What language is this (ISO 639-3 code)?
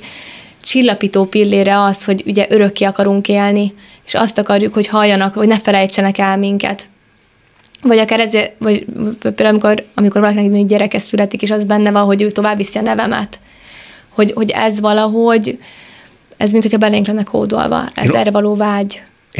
hun